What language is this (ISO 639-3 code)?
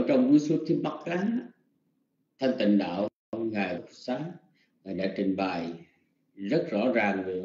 vie